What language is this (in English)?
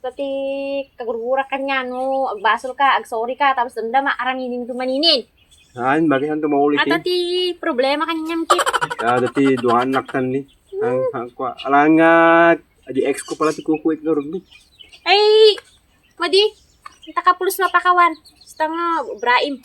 Iloko